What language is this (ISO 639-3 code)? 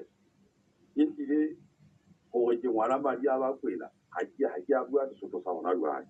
sot